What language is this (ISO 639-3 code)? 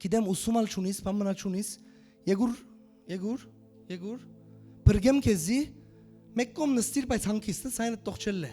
hyw